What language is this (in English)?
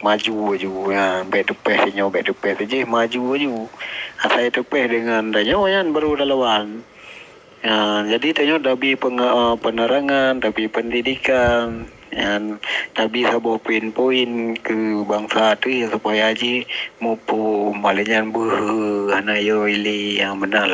Achinese